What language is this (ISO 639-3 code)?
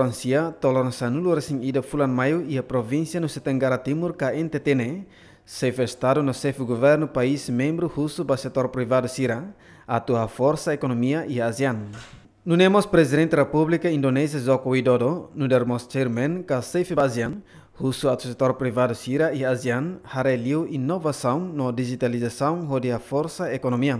tet